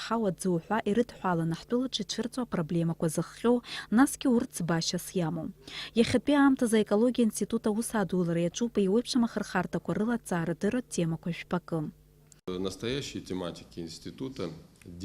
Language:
Abkhazian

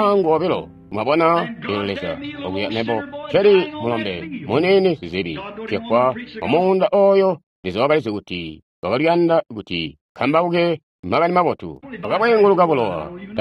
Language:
Tonga (Zambia)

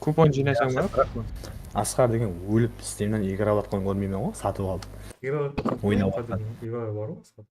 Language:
Kara-Kalpak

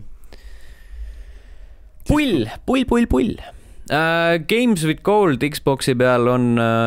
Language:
Estonian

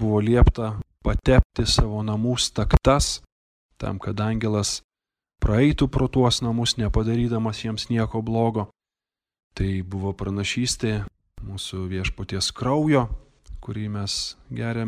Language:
Lithuanian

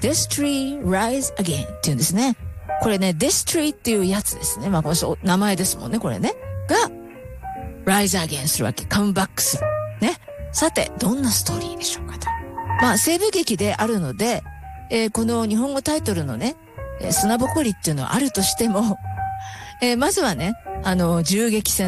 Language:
Japanese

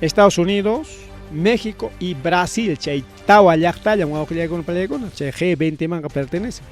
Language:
Ayacucho Quechua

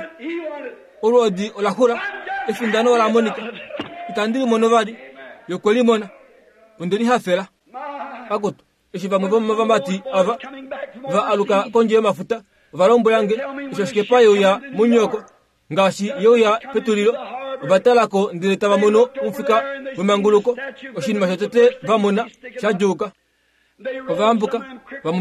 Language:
Kuanyama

